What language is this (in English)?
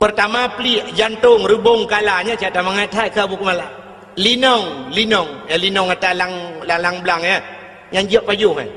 Achinese